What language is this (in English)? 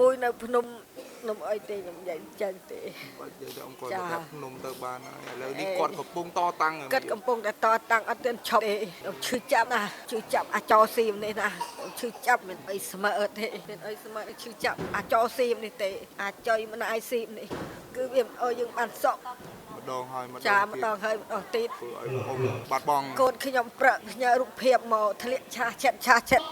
Khmer